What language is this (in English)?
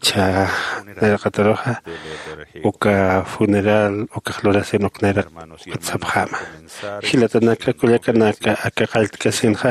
Aymara